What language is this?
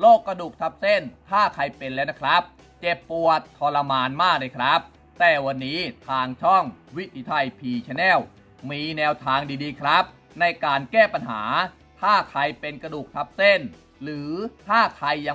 Thai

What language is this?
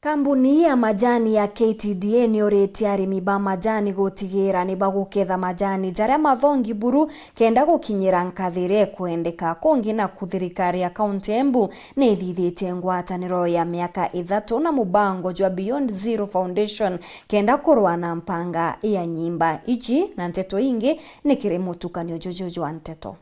Meru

